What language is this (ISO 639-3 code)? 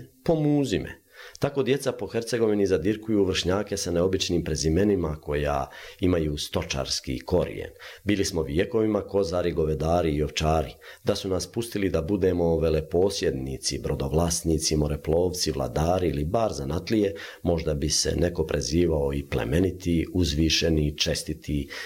bos